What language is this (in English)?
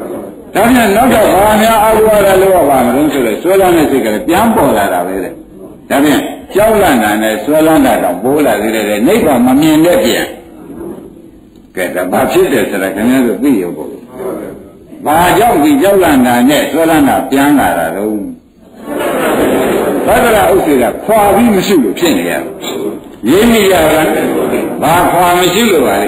Burmese